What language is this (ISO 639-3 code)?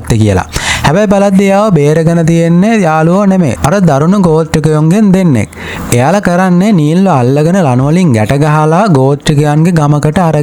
sin